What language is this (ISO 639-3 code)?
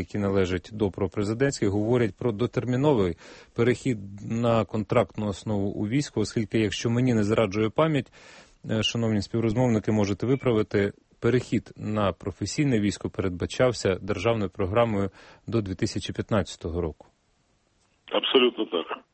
ukr